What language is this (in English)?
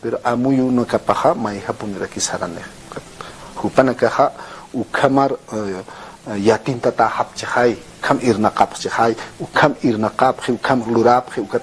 Aymara